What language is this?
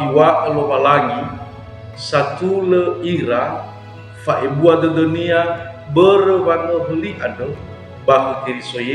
Nias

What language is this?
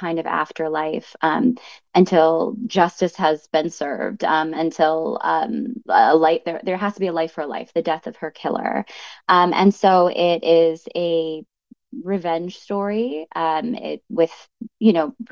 English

